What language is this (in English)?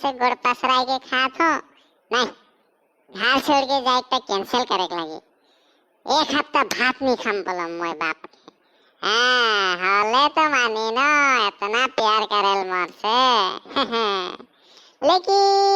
Sadri